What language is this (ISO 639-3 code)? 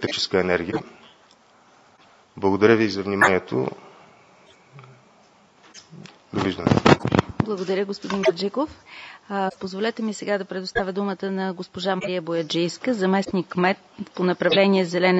bul